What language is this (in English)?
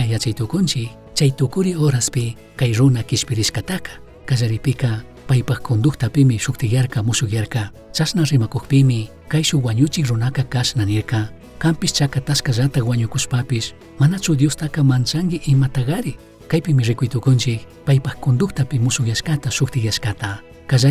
Chimborazo Highland Quichua